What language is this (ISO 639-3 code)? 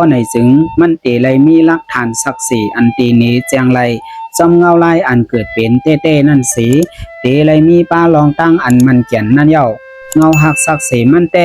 shn